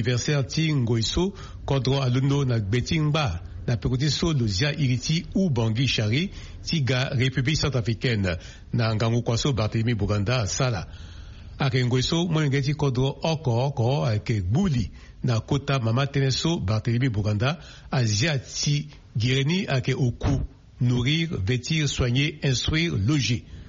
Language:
Sango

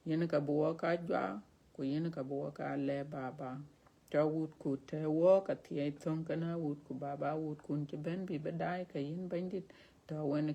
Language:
Dinka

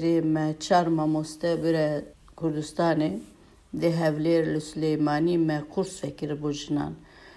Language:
Kurdish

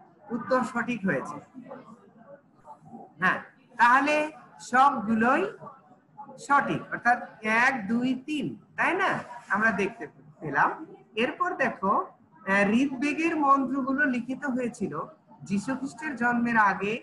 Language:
Bangla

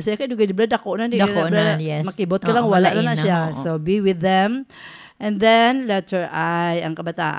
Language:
Hiligaynon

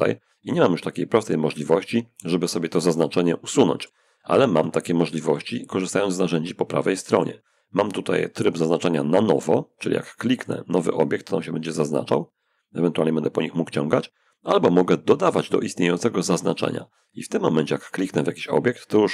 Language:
Polish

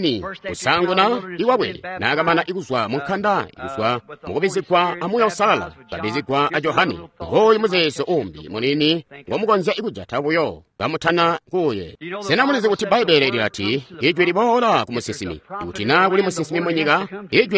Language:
Tonga (Zambia)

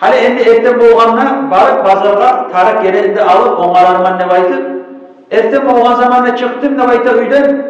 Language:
Kumyk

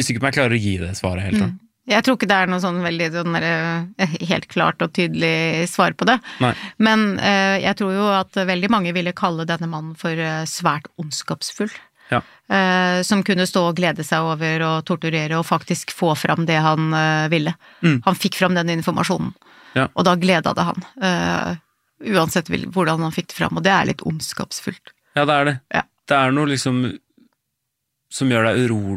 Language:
Norwegian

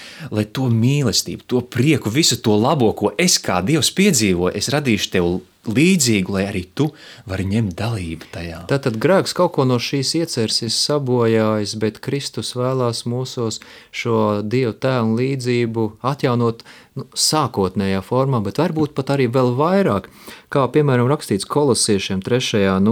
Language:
Latvian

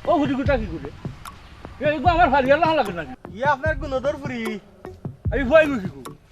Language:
Sylheti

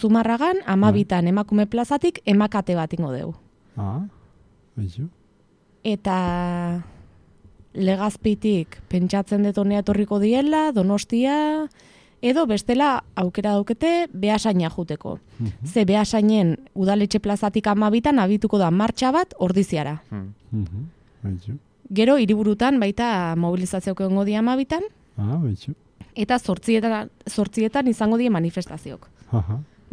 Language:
Basque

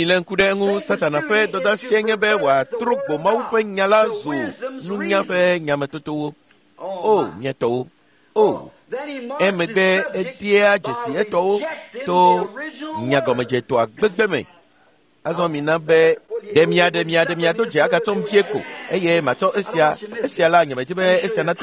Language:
Ewe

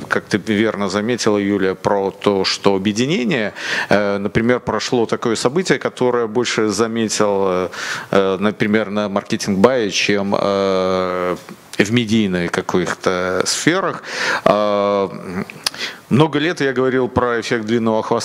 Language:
Russian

